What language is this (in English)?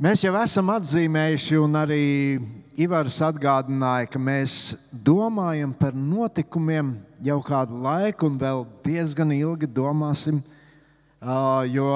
Latvian